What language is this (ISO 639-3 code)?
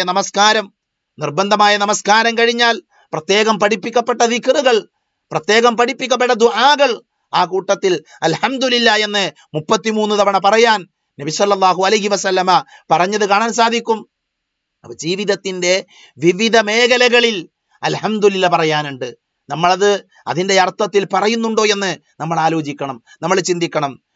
mal